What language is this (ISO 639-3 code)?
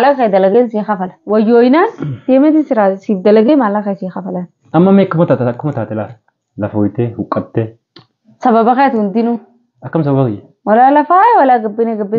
orm